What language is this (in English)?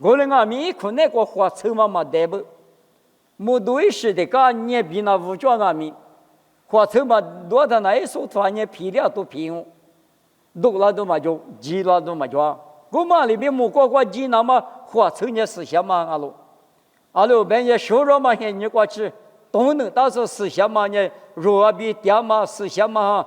Lisu